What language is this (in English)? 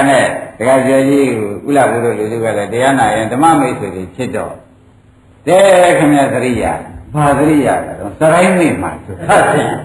Burmese